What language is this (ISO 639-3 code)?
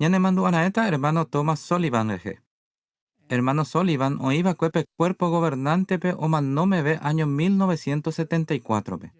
grn